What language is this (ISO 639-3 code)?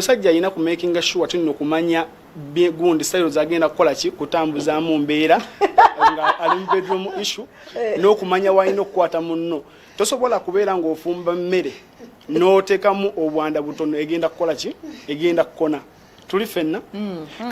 lug